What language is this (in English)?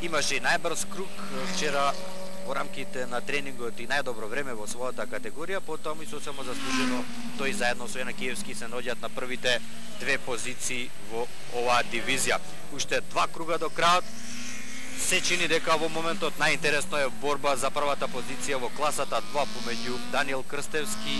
Macedonian